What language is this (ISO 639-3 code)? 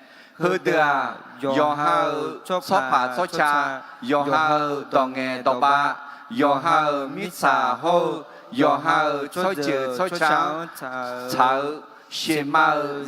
ahk